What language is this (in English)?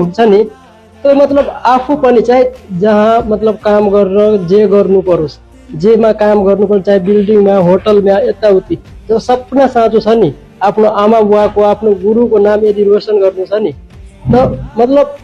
Nepali